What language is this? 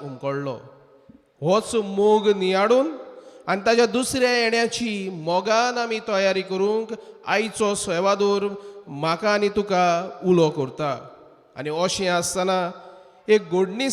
Konkani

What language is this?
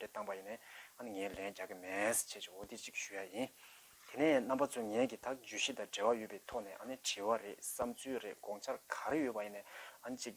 Tibetan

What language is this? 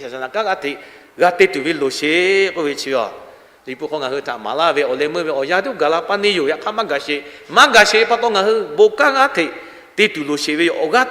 Lahu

